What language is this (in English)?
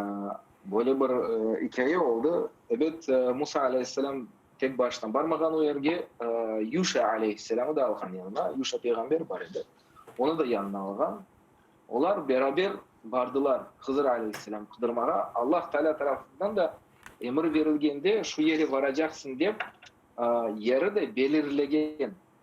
Crimean Tatar